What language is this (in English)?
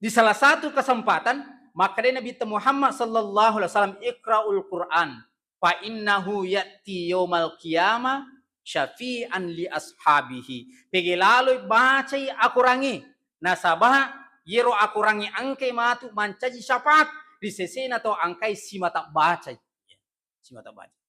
Buginese